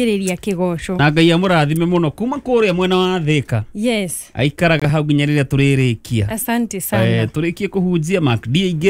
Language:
Kikuyu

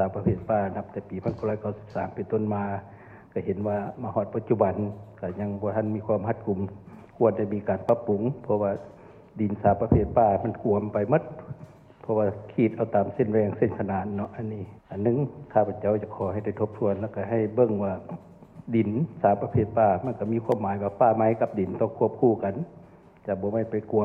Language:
Lao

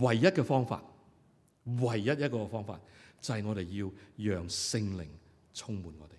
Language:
Cantonese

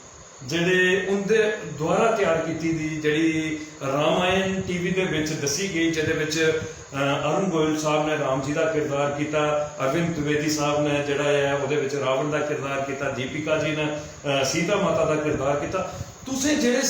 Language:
Dogri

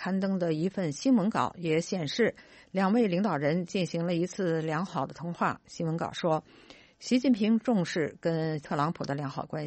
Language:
Chinese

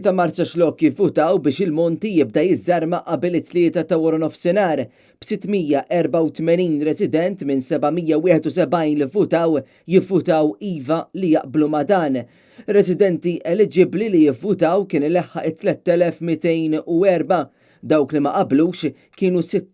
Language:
Maltese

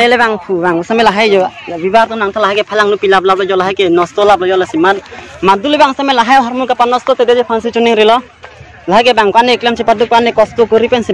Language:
Karbi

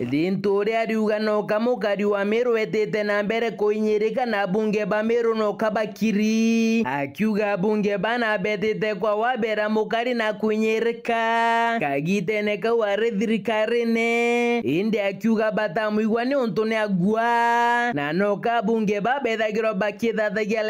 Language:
Meru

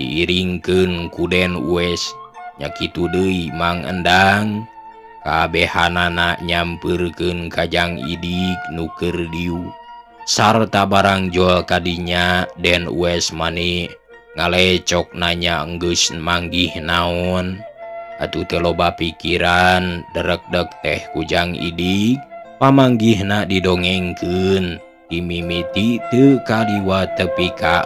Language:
Sundanese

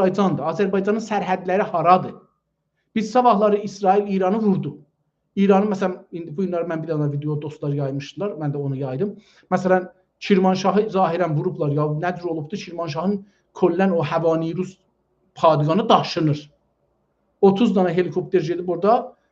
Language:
South Azerbaijani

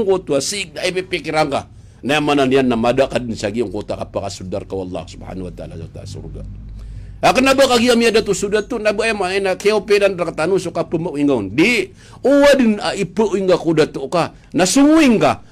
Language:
Maranao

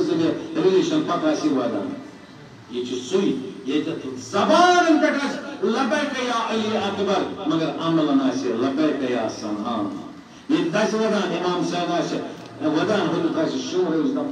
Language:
Kashmiri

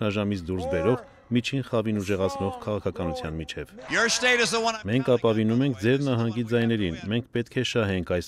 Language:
Armenian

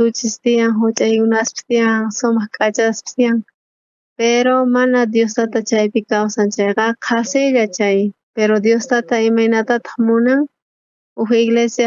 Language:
South Bolivian Quechua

